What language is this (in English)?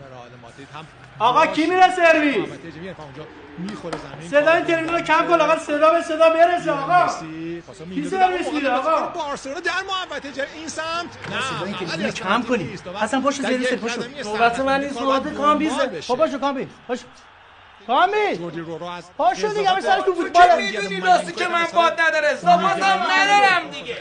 Persian